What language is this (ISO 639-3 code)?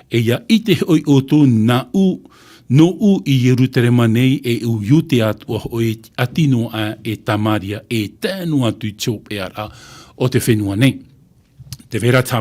tah